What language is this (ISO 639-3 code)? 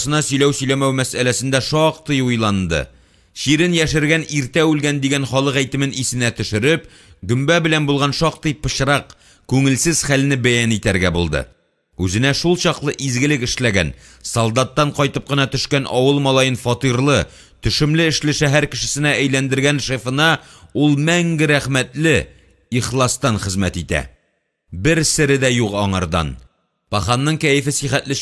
tat